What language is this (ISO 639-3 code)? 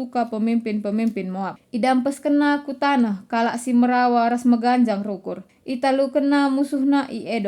btx